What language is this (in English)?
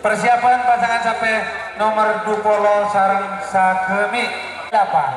Madurese